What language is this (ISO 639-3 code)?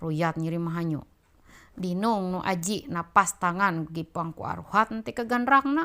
mhy